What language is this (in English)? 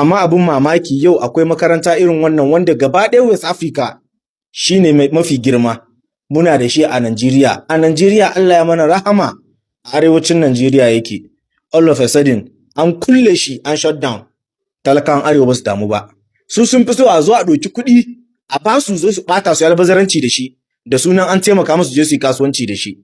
Hausa